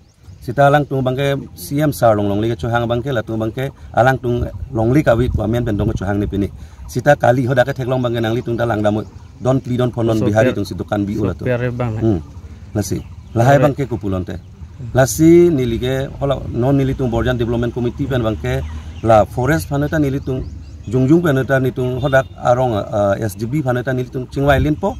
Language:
Karbi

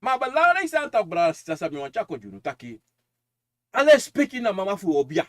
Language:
Sranan Tongo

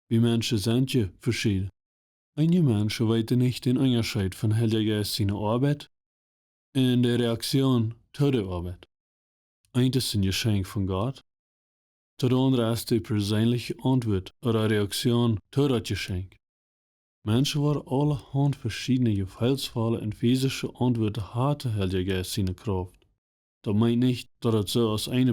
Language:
Plautdietsch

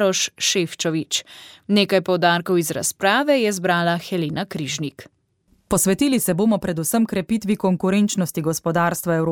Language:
Slovenian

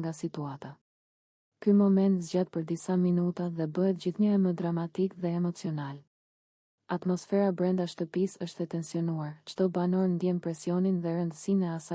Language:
Albanian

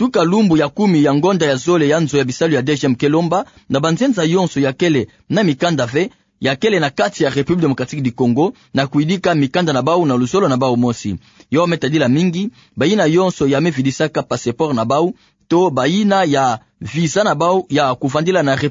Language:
Kituba (Democratic Republic of Congo)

